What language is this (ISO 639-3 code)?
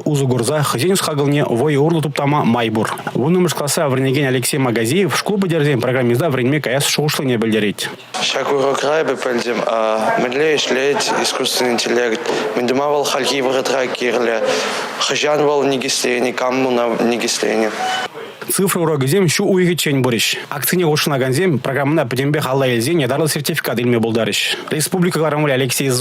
chv